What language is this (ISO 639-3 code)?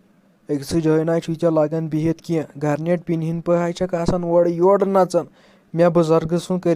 kas